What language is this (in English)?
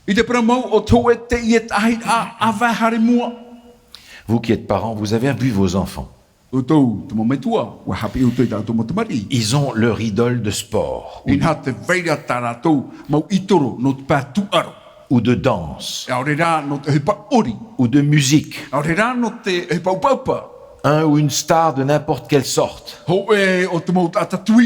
Tahitian